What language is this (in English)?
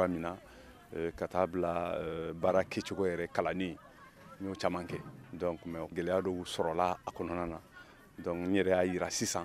Bambara